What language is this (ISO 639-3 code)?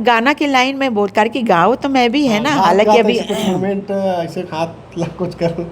hne